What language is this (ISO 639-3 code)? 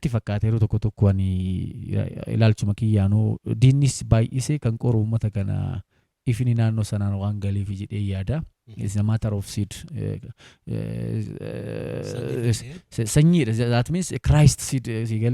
orm